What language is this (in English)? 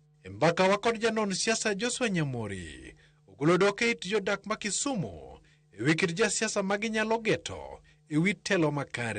Luo (Kenya and Tanzania)